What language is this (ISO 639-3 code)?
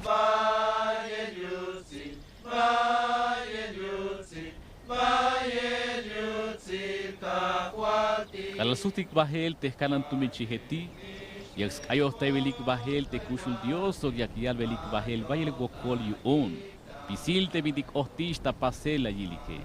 tzh